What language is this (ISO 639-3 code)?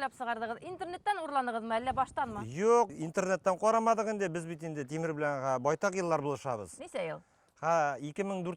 bak